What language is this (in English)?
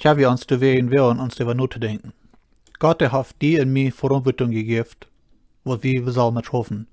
Plautdietsch